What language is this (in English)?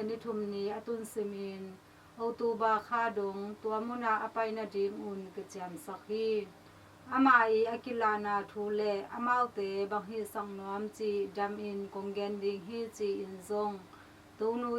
Tedim Chin